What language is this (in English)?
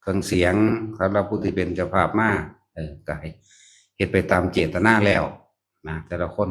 Northeastern Thai